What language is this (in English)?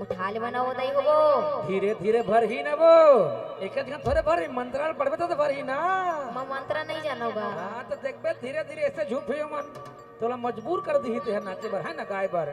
Chhattisgarhi